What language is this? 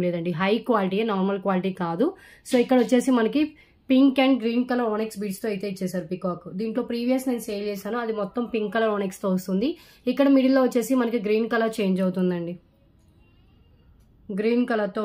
Telugu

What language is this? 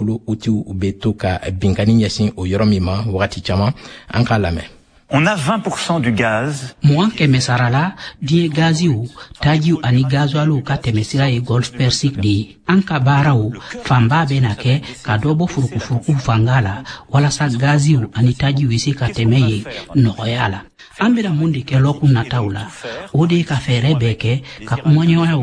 Bambara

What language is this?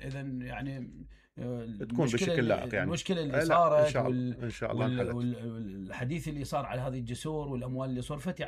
Mesopotamian Arabic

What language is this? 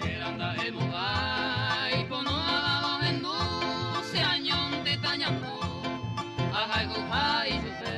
Guarani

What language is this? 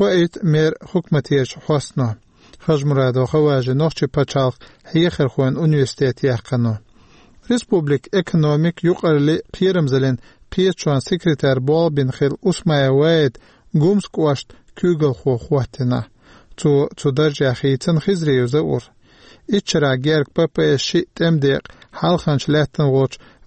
Chechen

